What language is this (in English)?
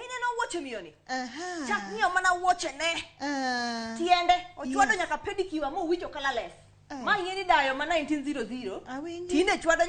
Luo (Kenya and Tanzania)